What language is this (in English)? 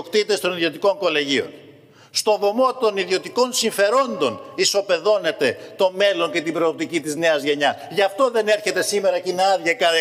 Greek